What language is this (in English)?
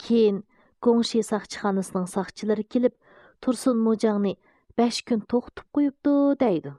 Uyghur